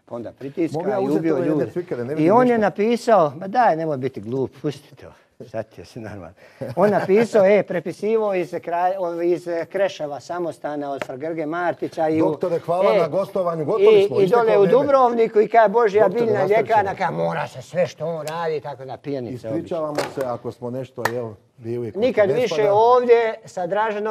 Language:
Croatian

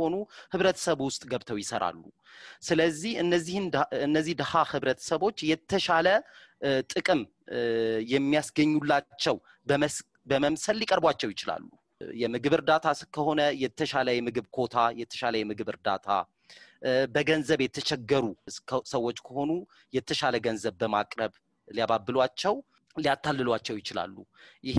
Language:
Amharic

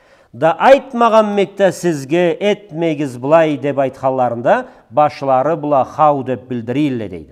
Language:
Karachay-Balkar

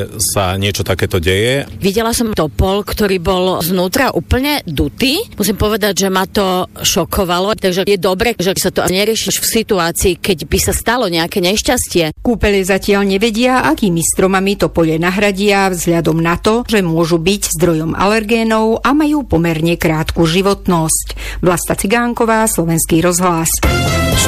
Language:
Slovak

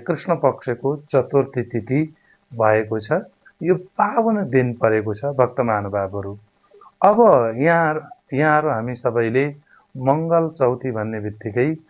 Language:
Nepali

